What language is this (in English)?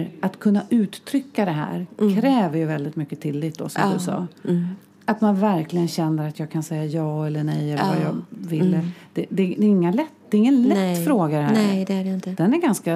Swedish